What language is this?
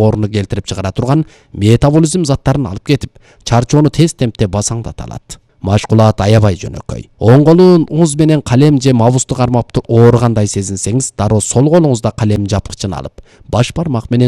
Kyrgyz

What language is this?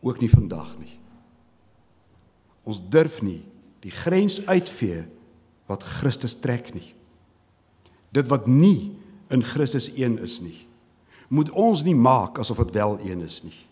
Afrikaans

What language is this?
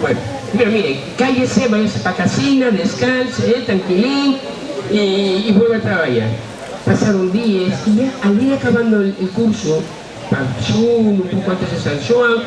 Asturian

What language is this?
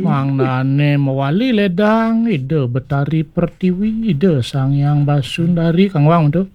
Balinese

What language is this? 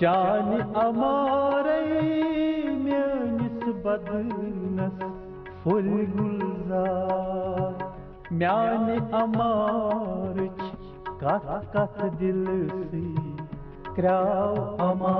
Kashmiri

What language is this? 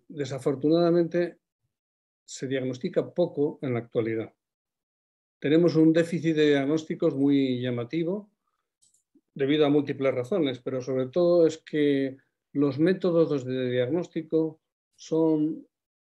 Spanish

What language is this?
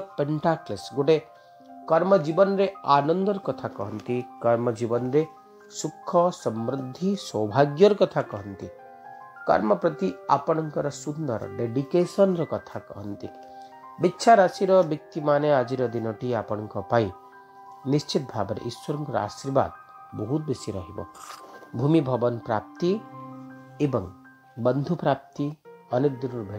Odia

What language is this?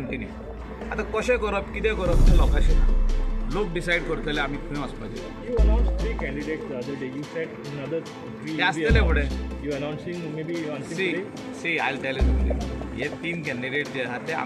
Konkani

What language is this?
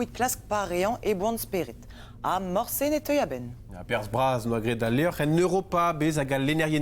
Breton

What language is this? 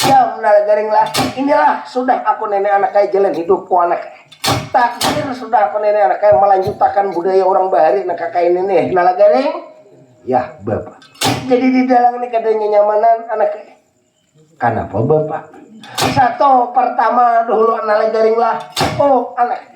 Banjar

